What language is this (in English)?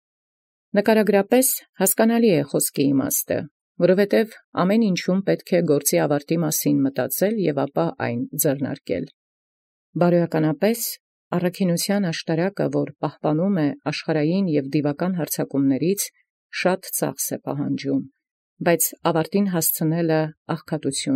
Armenian